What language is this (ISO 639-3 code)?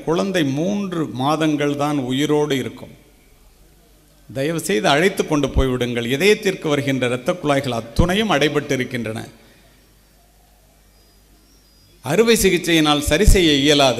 tam